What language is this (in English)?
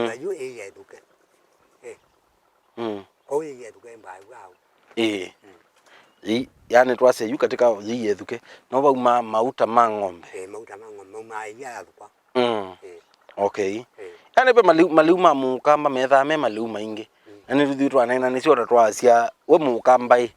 Kamba